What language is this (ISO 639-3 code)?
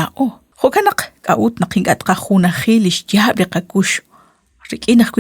kek